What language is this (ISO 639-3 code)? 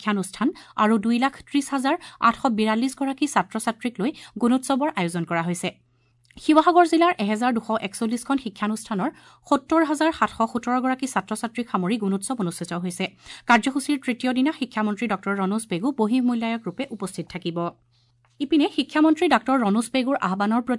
asm